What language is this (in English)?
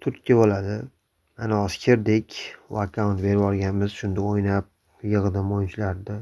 Uzbek